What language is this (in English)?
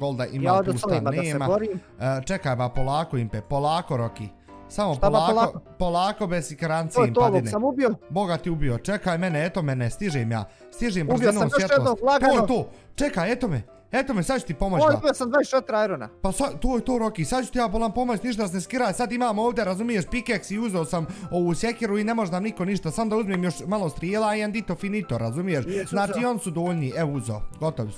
Bosnian